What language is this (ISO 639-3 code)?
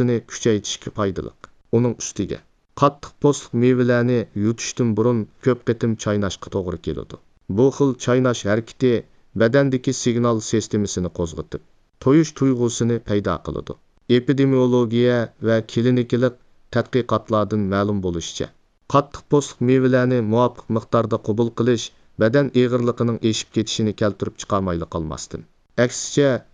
uig